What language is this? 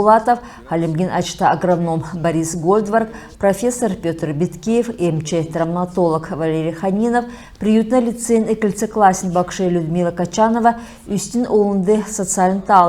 Kalmyk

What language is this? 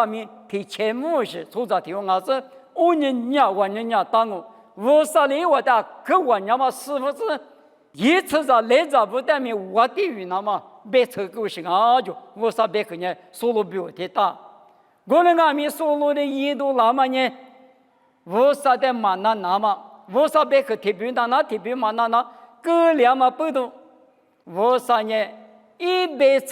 Lisu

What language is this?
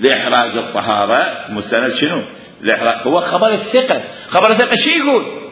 Mesopotamian Arabic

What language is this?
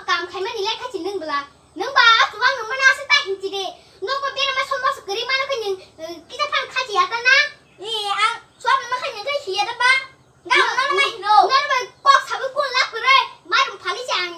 Kok Borok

